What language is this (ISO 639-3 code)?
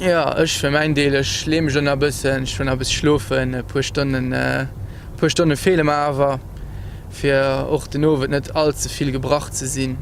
ltz